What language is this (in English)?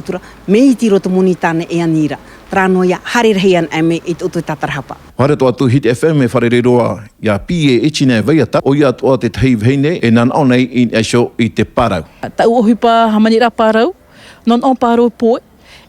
Tahitian